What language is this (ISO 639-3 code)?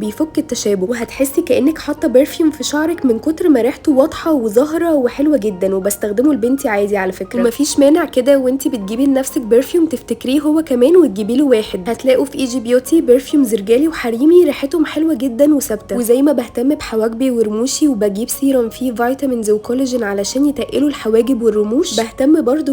arz